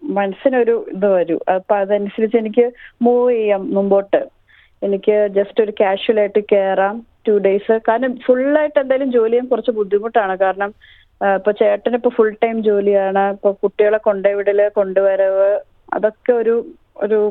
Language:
Malayalam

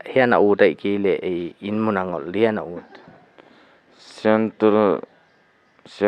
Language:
Paite Chin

